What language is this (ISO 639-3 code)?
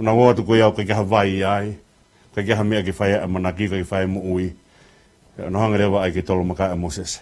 ton